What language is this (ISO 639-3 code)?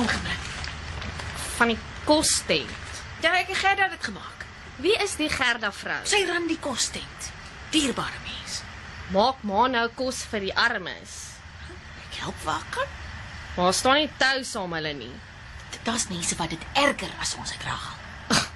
afr